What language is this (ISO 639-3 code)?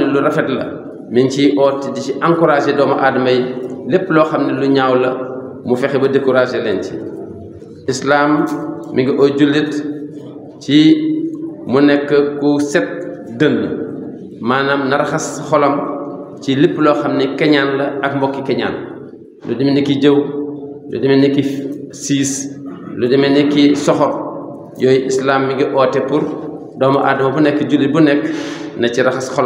wol